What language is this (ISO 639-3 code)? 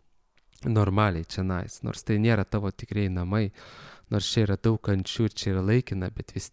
lit